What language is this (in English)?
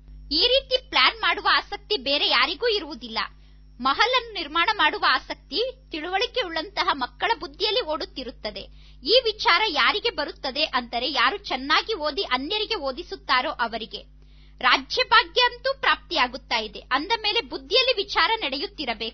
Kannada